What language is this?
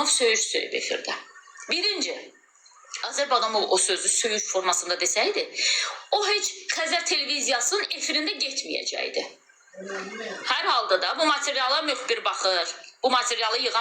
Azerbaijani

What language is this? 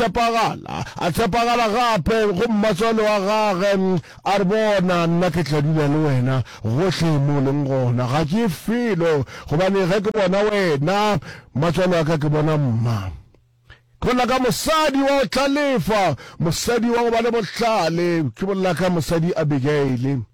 Northern Sotho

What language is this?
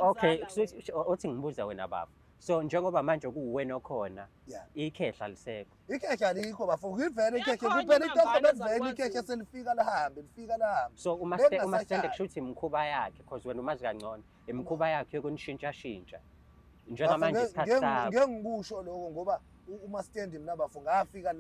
Zulu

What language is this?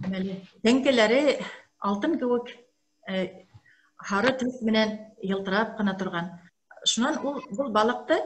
Bashkir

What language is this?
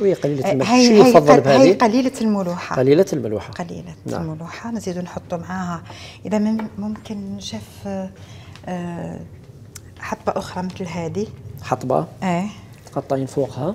Algerian Arabic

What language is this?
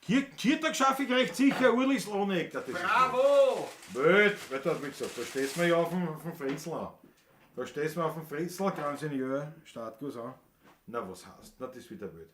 Bavarian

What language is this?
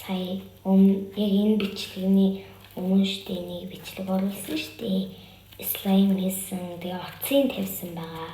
Mongolian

